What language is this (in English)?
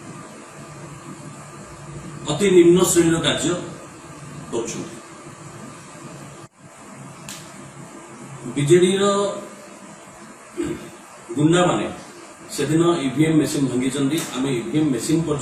Odia